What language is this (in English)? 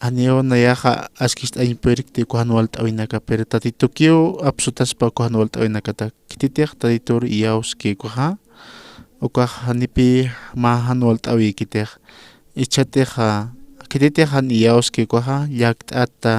Aymara